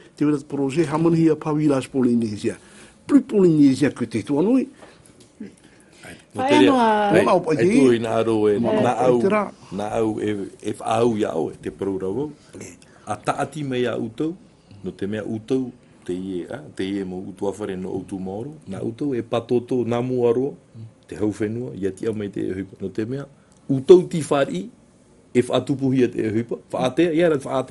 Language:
Tahitian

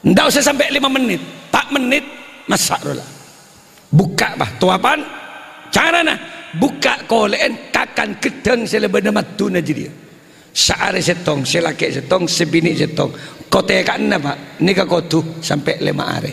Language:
Madurese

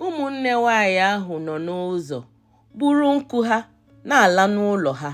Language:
Igbo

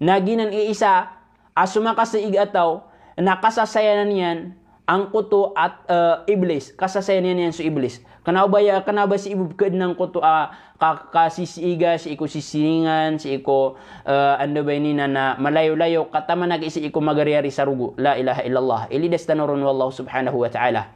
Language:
Maranao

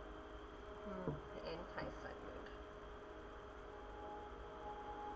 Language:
English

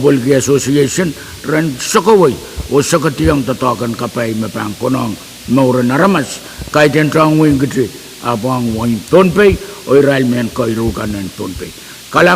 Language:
Pohnpeian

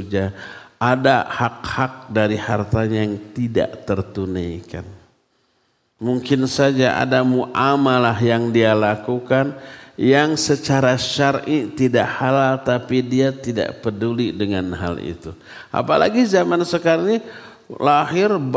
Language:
Indonesian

